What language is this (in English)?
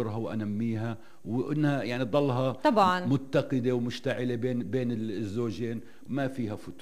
North Levantine Arabic